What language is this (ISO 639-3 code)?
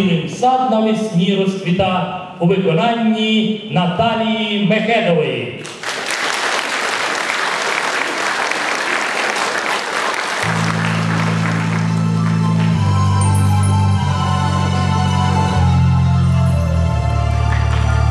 ukr